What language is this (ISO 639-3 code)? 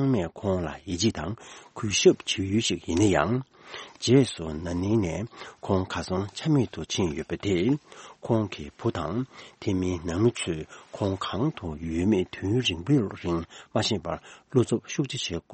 bod